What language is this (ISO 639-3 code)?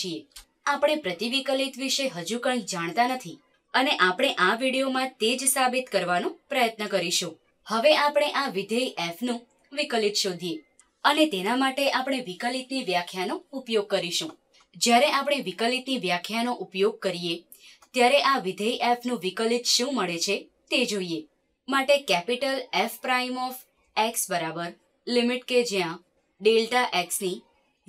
guj